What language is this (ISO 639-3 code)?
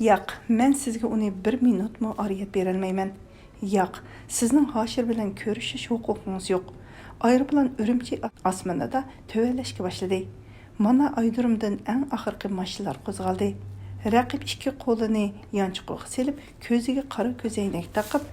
uig